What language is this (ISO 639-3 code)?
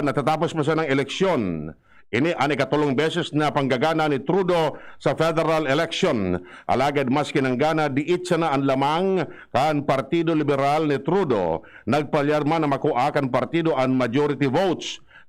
bik